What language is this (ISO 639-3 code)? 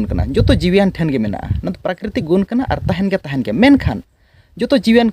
sat